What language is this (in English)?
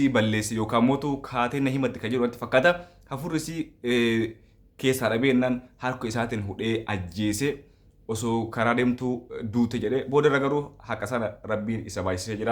Oromo